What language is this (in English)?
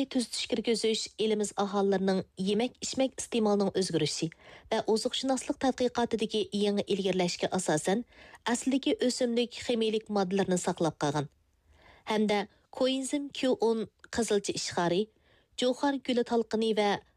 Uyghur